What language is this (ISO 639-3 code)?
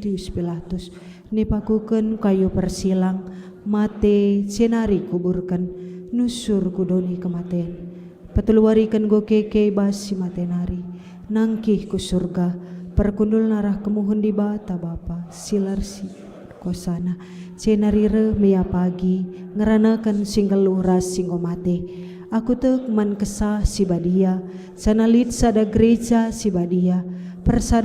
btx